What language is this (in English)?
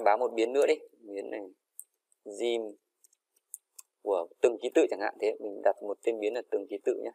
Vietnamese